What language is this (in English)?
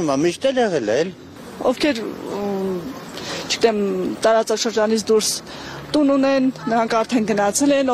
Armenian